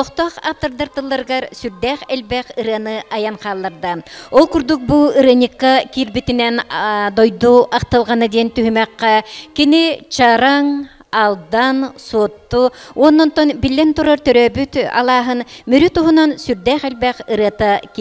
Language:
Yakut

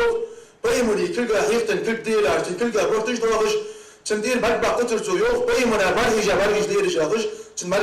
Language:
Ingush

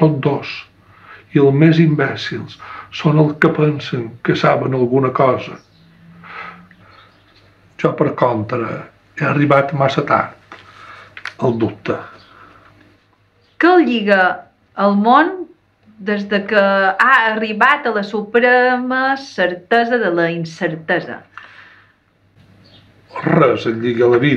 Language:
Catalan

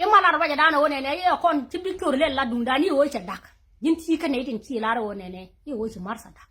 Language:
Nuer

